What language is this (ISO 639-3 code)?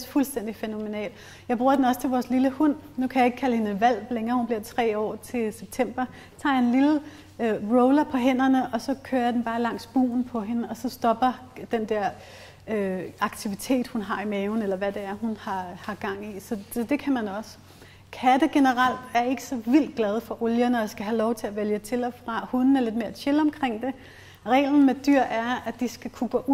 dan